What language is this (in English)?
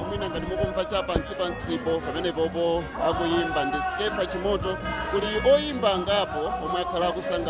Nyanja